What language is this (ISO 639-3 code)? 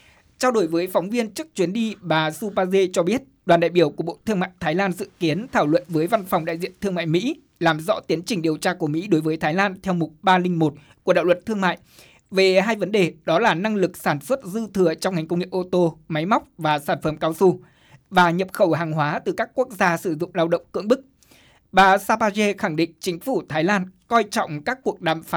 vie